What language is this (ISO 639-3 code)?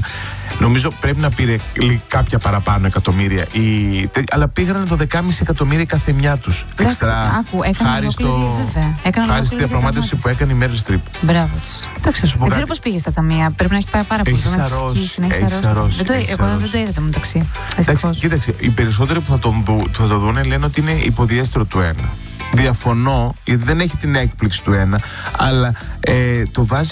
ell